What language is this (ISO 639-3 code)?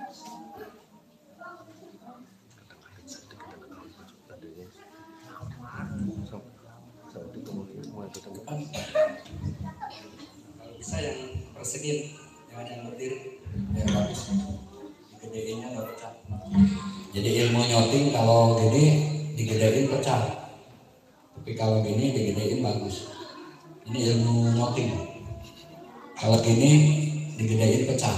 ind